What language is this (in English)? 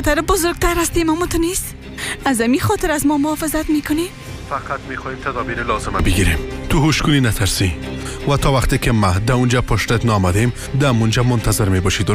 Persian